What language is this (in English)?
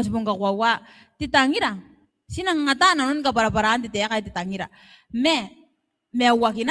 Gilbertese